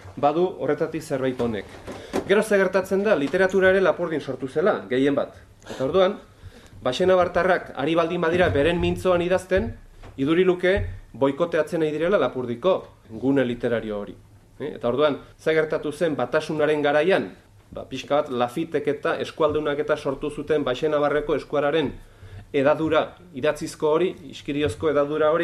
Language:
Basque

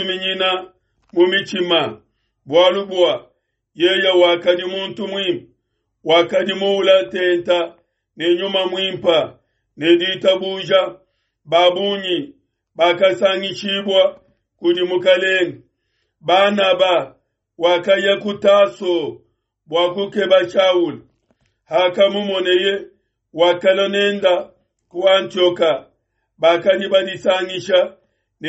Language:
Luba-Lulua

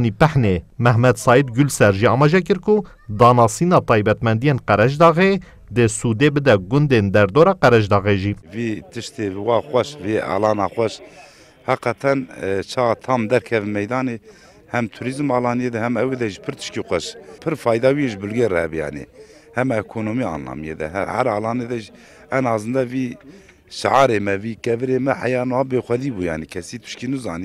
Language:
Kurdish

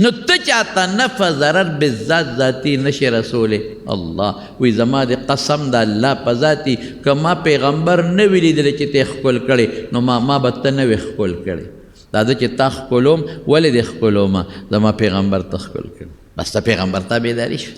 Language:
Pashto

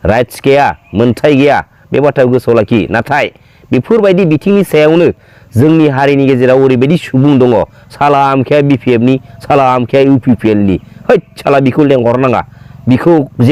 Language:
Bodo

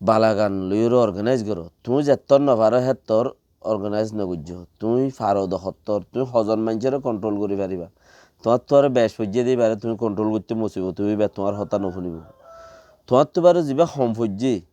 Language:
Rohingya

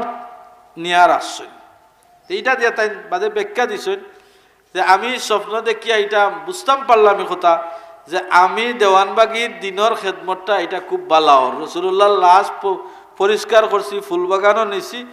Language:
Sylheti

